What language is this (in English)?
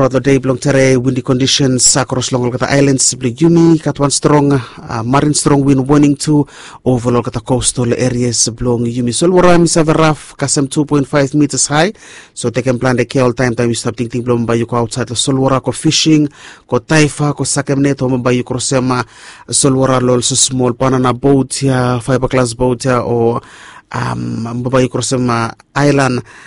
Bislama